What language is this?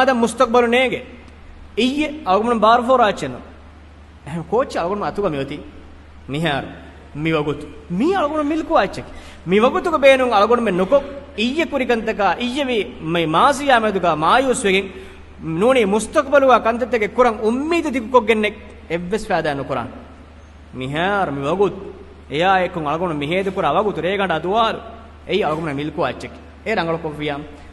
Divehi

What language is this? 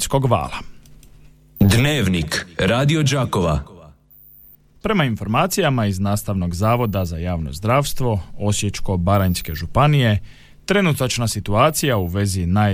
Croatian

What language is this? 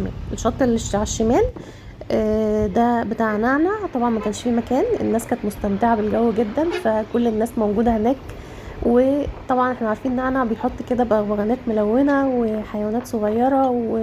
Egyptian Arabic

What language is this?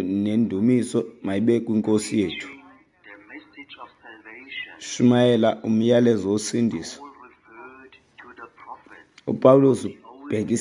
Xhosa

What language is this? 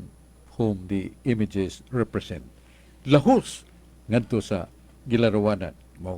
Cebuano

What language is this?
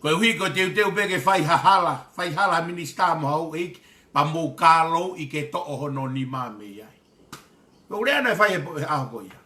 Tongan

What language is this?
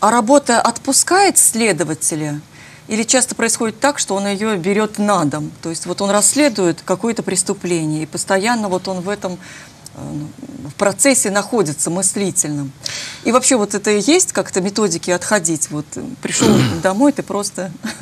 Russian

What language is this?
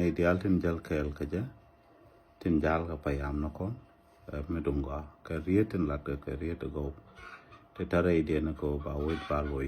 Nuer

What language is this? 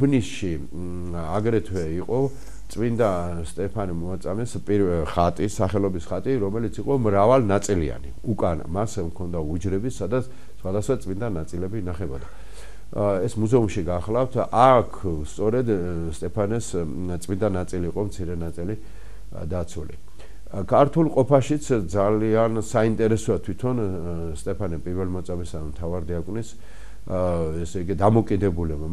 Georgian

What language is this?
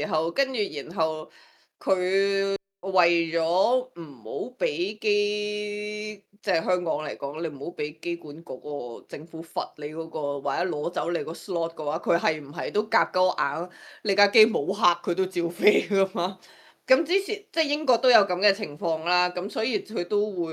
Cantonese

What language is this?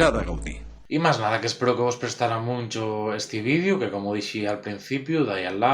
Asturian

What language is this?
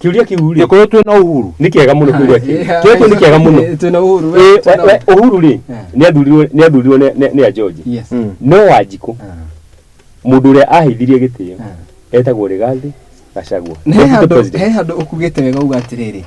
Kikuyu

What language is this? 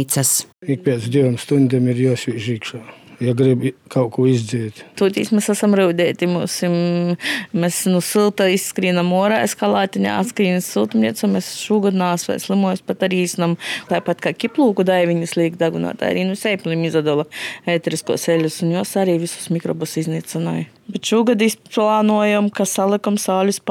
Latvian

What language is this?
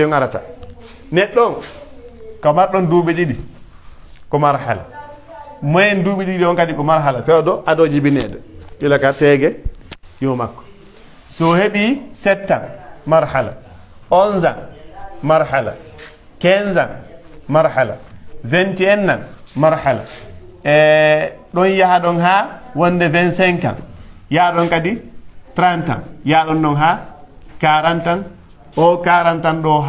Pular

